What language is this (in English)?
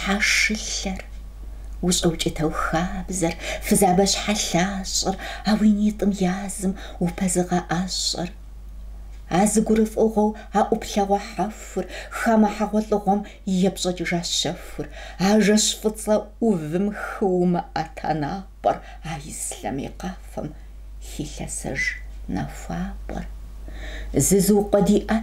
Kabardian